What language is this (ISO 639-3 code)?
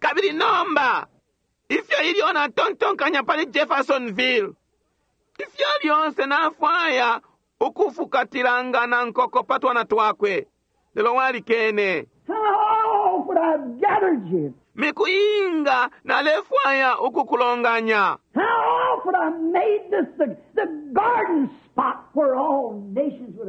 bem